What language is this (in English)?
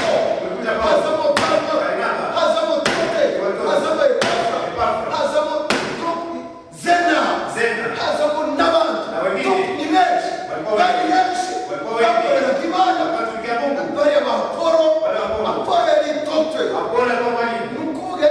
Kinyarwanda